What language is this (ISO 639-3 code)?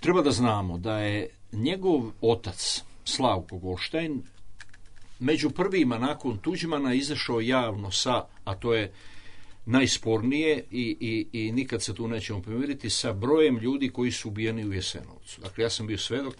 srp